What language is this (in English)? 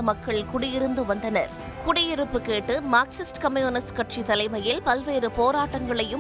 Tamil